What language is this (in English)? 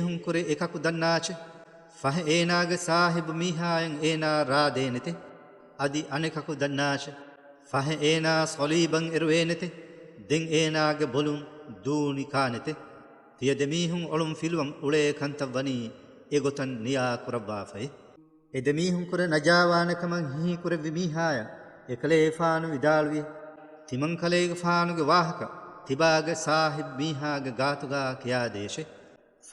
Divehi